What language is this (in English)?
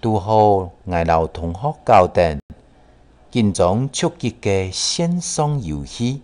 Hakka Chinese